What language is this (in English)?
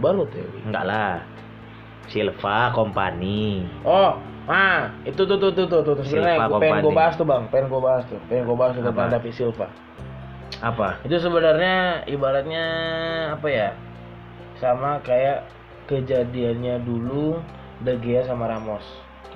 Indonesian